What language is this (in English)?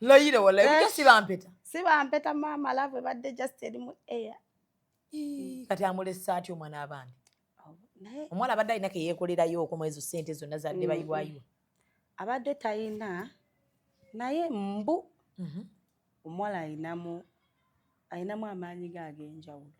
Ganda